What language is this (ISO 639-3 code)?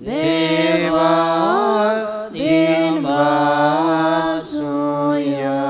kok